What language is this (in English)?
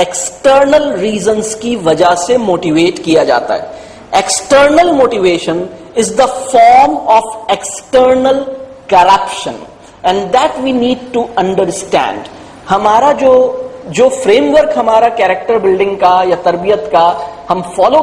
Urdu